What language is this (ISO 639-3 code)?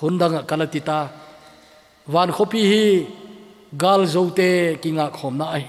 tcz